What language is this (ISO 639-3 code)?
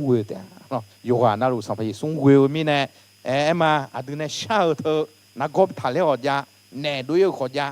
ahk